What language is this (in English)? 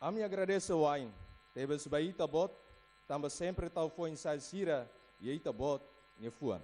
Tetum